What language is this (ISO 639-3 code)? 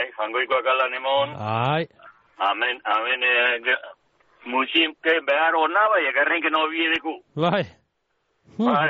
eus